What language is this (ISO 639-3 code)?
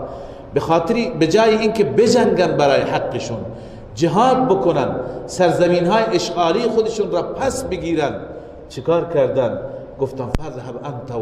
fas